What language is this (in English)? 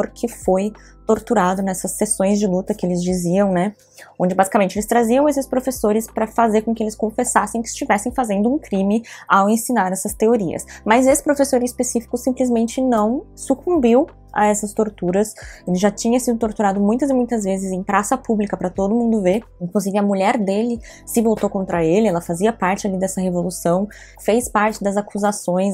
Portuguese